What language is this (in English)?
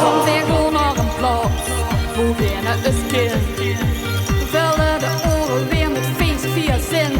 Limburgish